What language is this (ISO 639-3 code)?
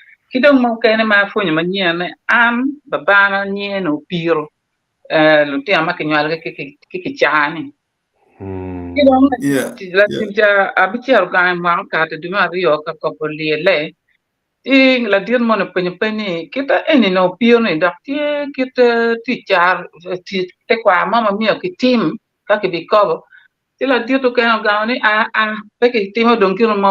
ach